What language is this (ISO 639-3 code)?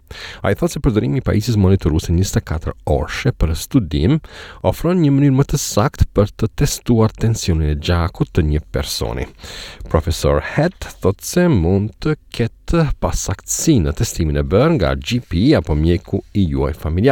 sqi